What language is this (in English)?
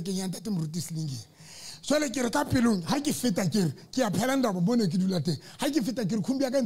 Southern Sotho